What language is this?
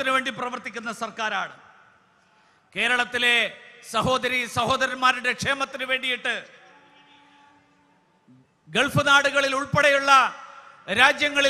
Malayalam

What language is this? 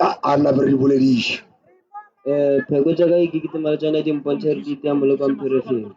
Northern Sotho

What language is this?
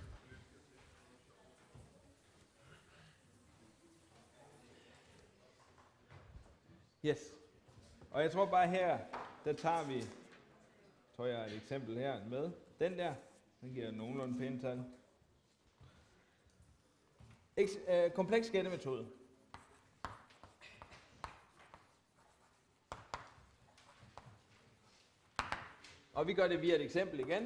Danish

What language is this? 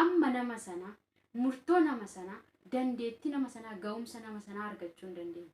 Oromo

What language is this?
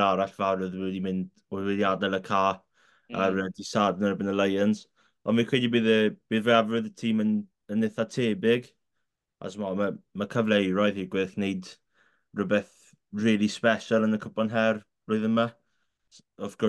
Welsh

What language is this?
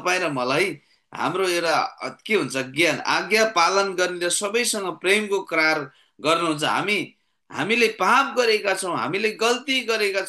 Nepali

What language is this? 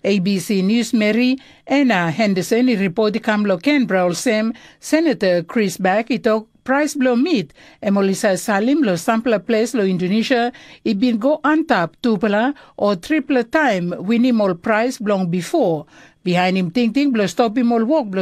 Tok Pisin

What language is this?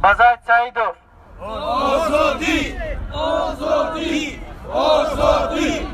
Tajik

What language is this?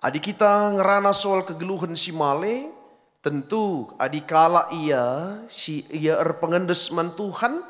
Batak Karo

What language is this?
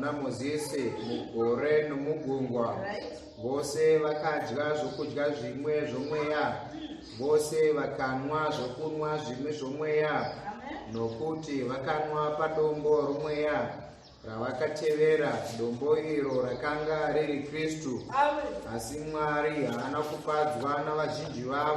Shona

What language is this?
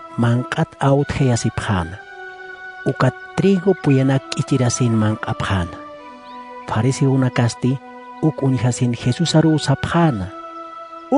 Aymara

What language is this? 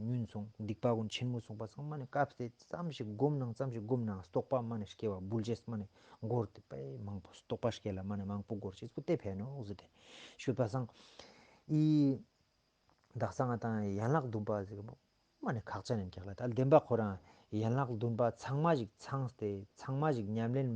Ladakhi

